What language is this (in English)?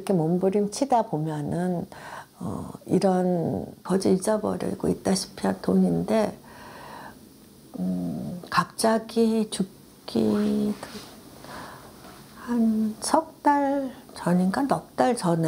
Korean